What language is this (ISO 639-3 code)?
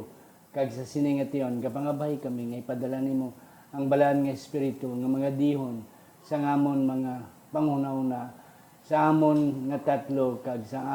hil